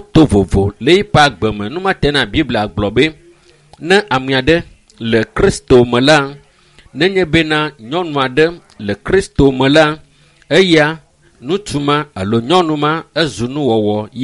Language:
Ewe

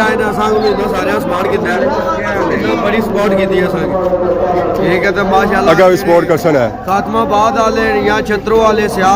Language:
Pahari-Potwari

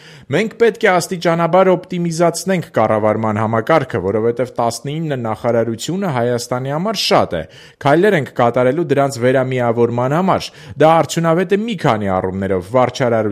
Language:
Armenian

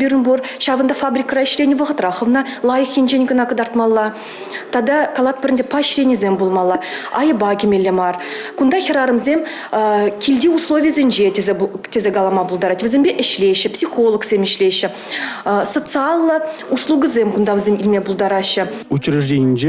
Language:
Chuvash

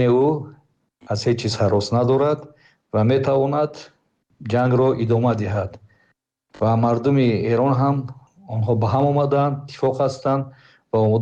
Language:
Tajik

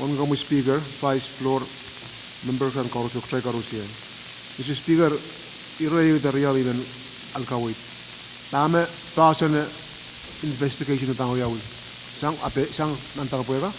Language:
Pohnpeian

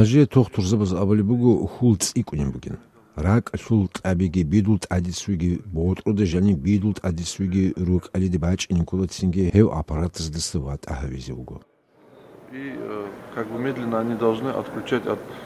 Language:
Avaric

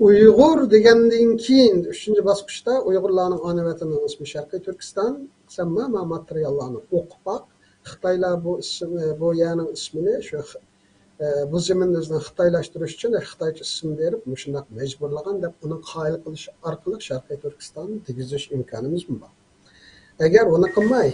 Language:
Uyghur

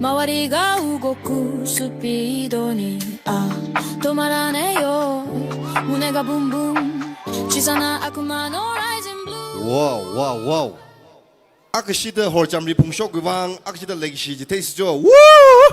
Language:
Tangkhul Naga (India)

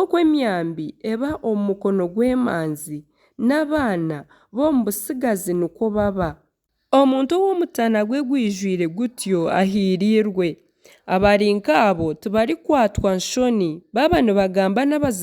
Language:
Nyankole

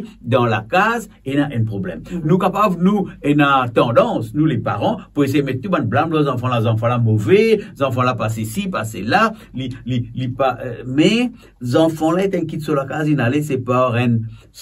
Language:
Morisyen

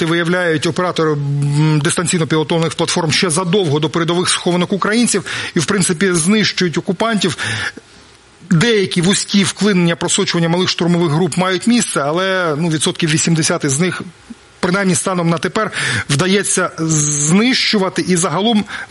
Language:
Ukrainian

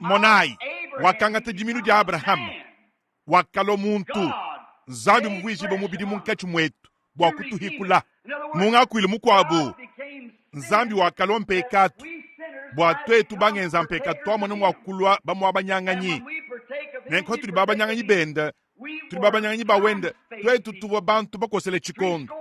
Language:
Luba-Lulua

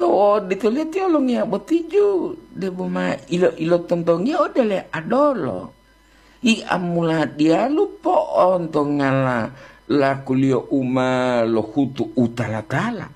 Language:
Gorontalo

